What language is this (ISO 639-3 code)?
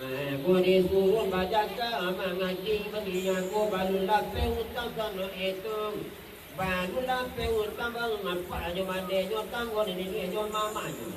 min